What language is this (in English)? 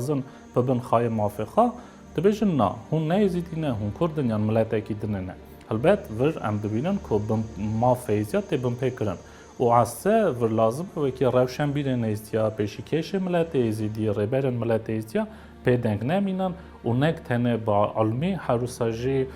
Kurdish